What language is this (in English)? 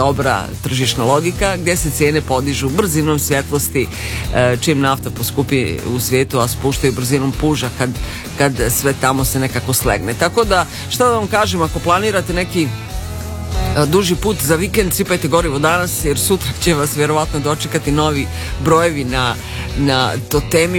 Serbian